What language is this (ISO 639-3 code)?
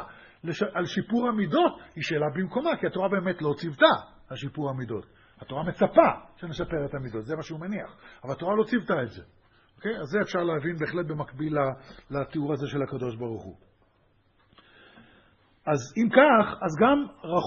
heb